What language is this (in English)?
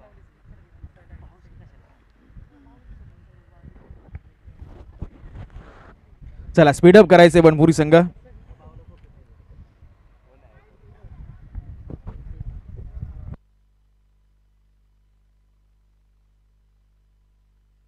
Marathi